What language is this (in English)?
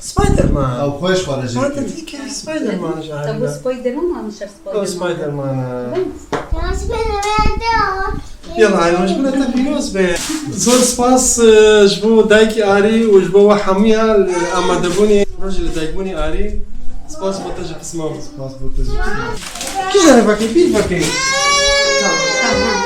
Kurdish